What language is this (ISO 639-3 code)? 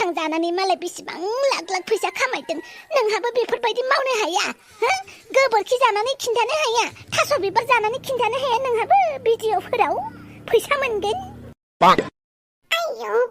brx